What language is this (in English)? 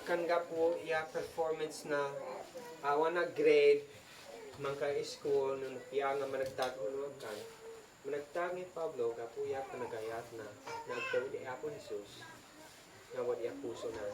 Isnag